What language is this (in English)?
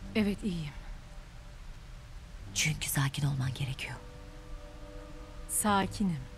Turkish